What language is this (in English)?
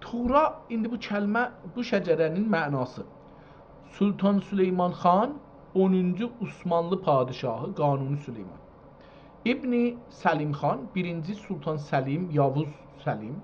South Azerbaijani